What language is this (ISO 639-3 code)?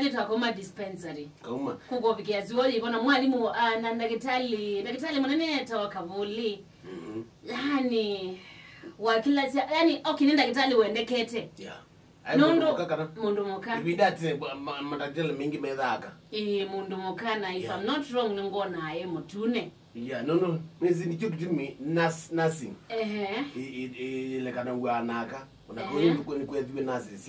kam